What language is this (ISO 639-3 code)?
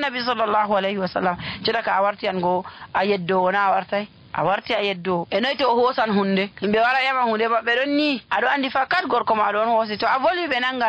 fuv